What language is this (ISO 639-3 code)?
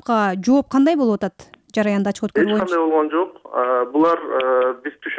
kir